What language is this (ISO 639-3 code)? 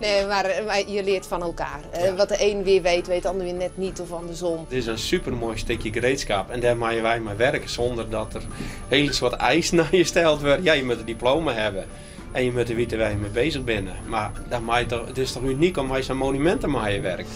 fry